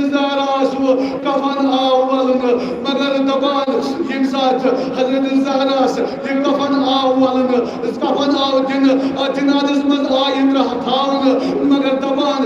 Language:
Kashmiri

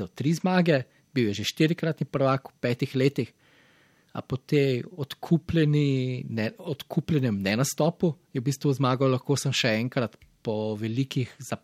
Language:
Slovenian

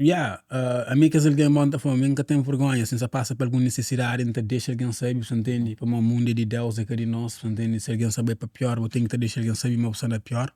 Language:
Kabuverdianu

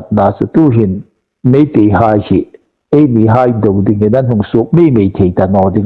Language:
Hmar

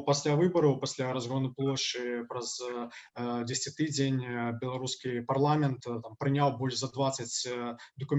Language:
Belarusian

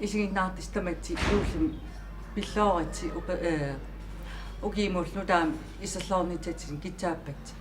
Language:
Kalaallisut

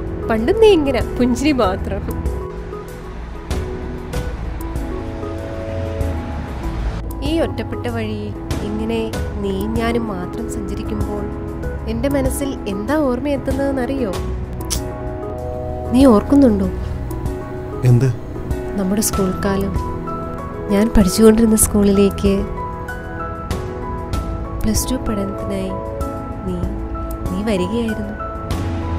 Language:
Malayalam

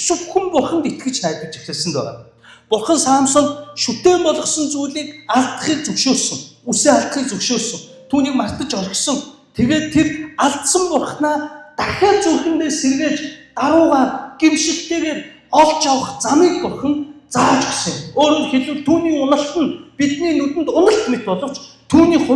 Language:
Mongolian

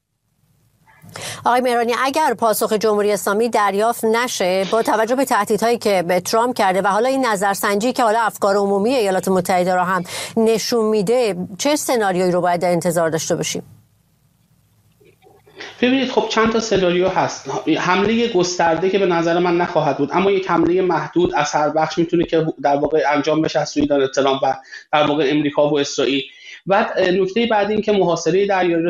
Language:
Persian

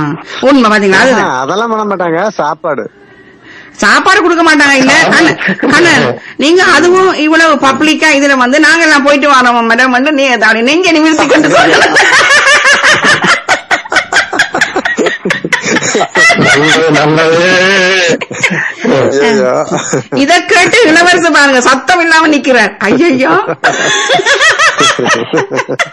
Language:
Tamil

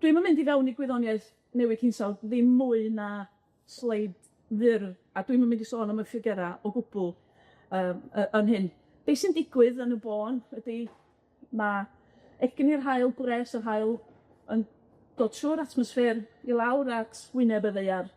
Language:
Welsh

